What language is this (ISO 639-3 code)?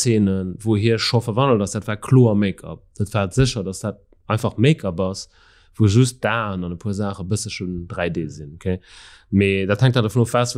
ltz